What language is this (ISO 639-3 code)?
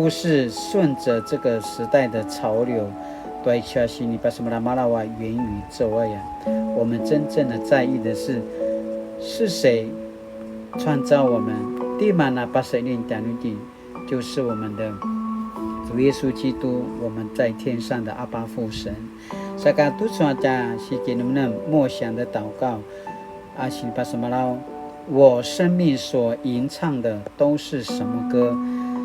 pwn